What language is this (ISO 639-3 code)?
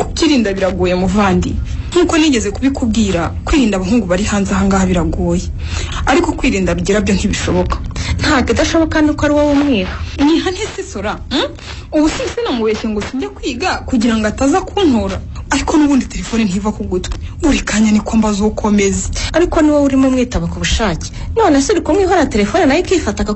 kin